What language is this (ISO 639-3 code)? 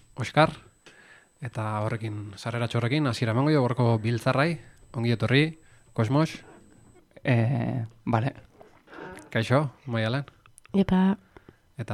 eus